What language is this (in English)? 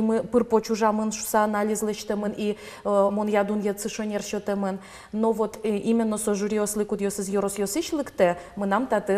Udmurt